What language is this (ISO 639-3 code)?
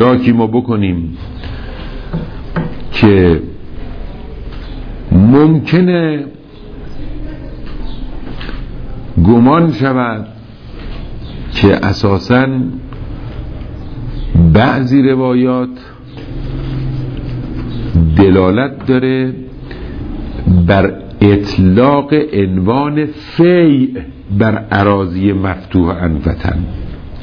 fas